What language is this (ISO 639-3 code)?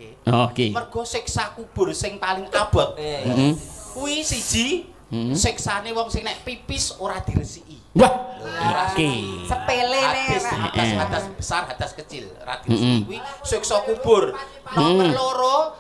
jav